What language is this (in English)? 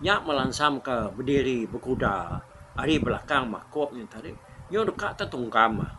Iban